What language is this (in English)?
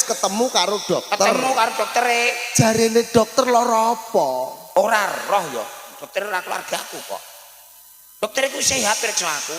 Javanese